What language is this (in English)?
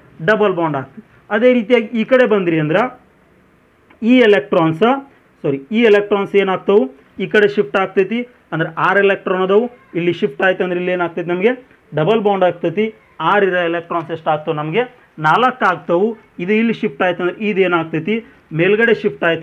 Kannada